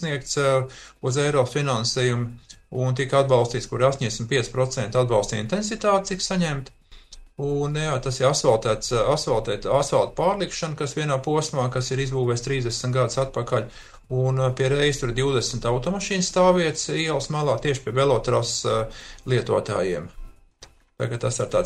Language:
Latvian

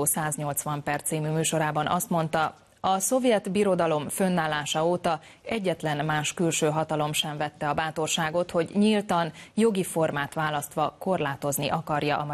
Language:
Hungarian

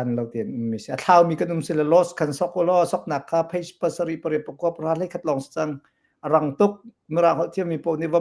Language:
Hakha Chin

